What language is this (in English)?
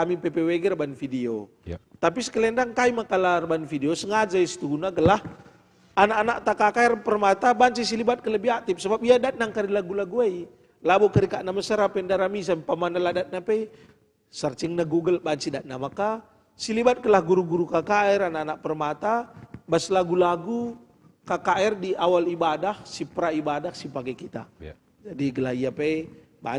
Batak Karo